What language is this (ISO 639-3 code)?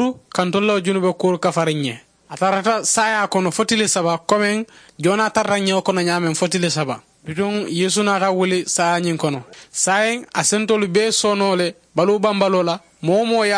man